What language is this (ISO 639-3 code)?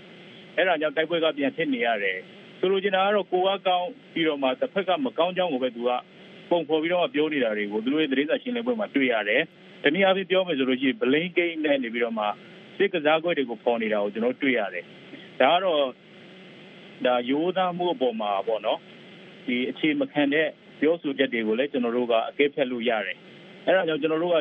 mya